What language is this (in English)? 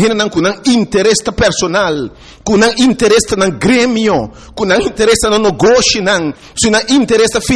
Papiamento